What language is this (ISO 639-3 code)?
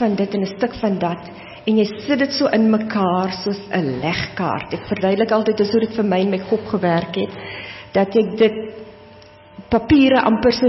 afr